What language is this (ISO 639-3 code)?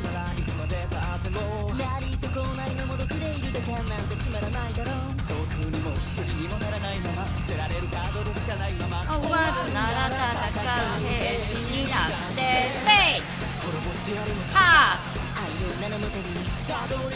jpn